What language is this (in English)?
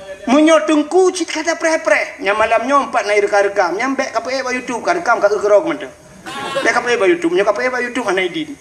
Achinese